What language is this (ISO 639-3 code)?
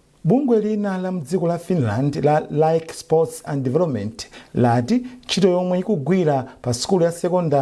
nya